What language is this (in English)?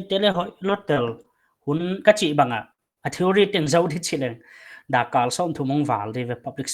Paite Chin